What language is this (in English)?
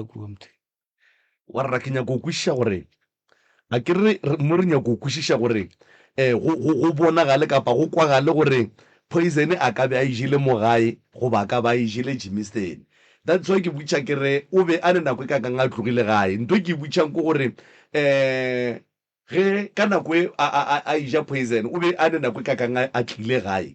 Northern Sotho